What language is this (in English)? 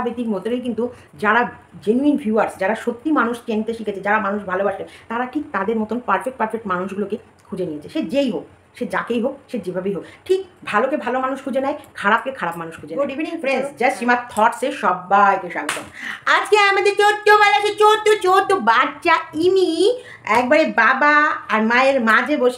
Bangla